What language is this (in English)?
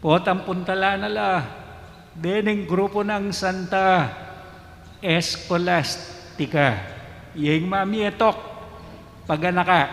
Pampanga